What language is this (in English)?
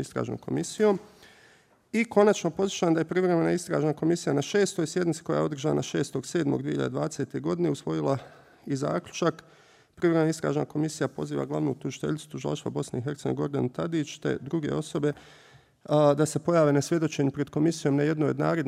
Bosnian